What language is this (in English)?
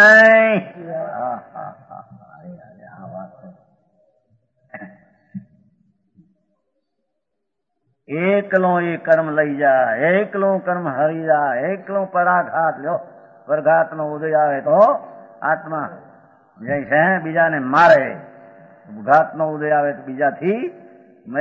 Gujarati